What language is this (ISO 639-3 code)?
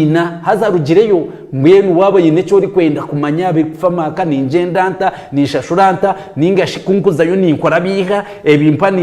nyn